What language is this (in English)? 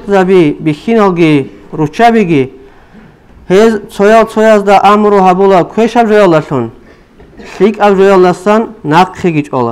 Avaric